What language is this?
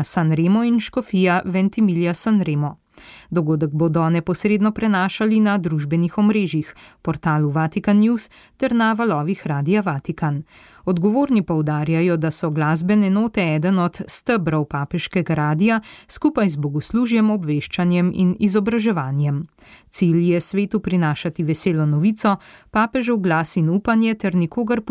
Slovenian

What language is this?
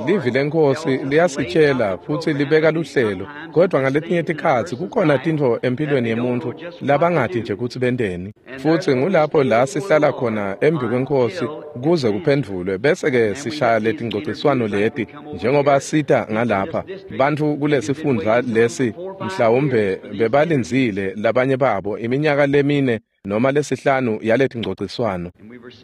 Swati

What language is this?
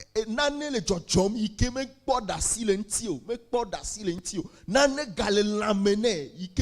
Ewe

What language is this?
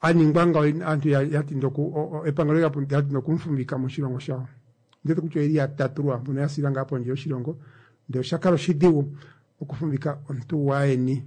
Kuanyama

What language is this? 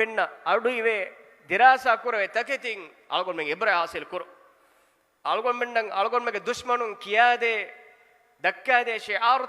Divehi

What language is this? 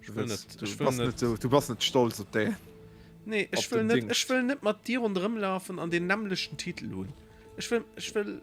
Luxembourgish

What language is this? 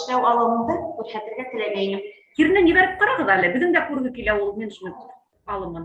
Bashkir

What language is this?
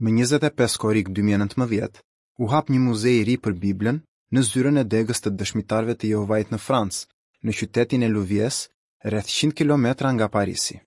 Albanian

